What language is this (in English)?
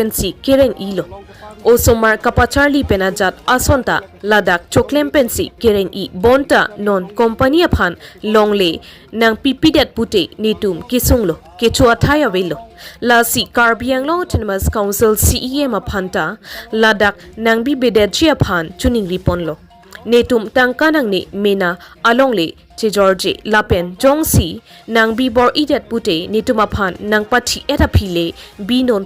Karbi